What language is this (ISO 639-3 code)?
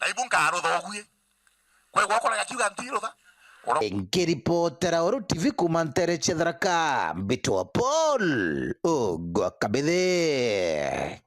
mer